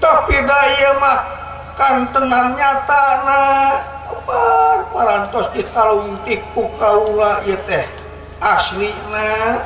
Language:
Sundanese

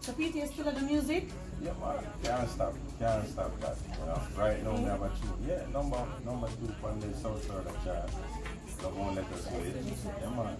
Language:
Jamaican Creole English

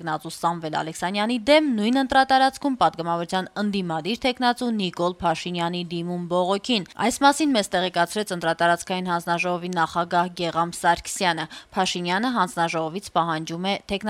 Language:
Armenian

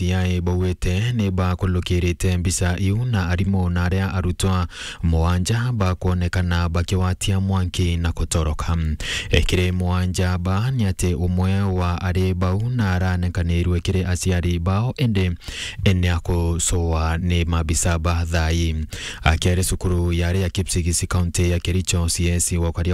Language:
Meru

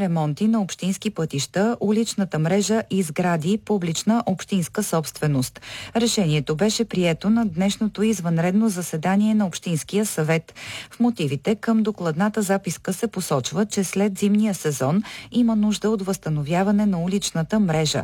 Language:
Bulgarian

